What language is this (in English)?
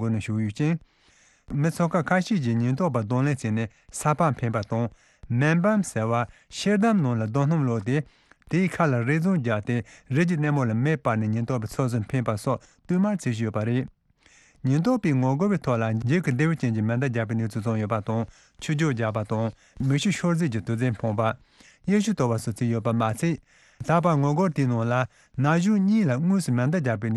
Tibetan